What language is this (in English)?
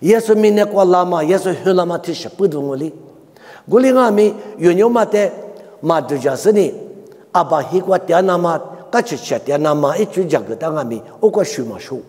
Lisu